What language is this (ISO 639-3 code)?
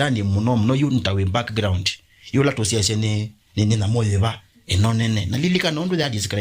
kam